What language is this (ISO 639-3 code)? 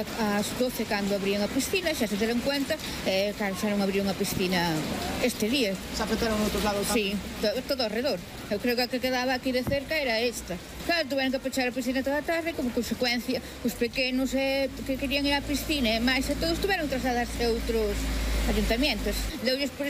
glg